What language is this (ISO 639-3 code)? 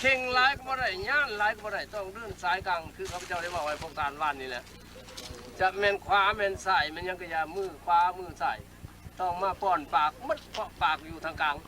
lao